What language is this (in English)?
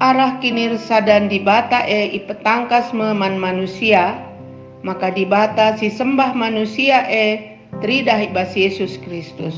Batak Karo